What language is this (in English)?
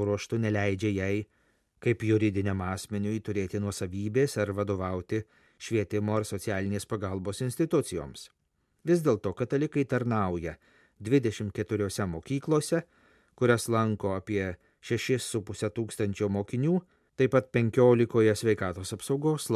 Lithuanian